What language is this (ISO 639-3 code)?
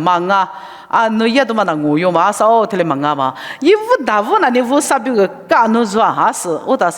lis